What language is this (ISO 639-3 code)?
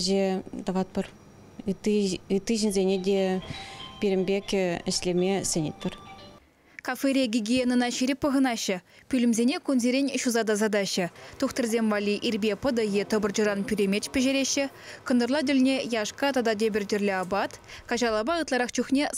chv